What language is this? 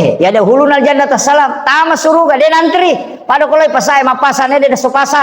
Buginese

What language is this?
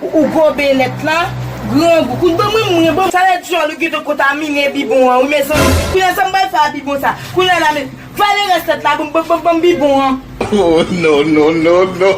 Haitian Creole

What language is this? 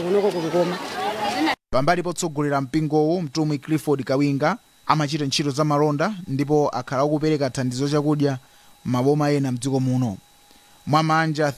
Nyanja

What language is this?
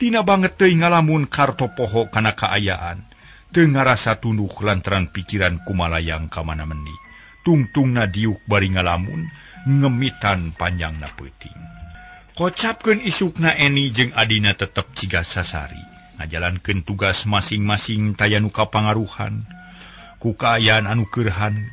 Sundanese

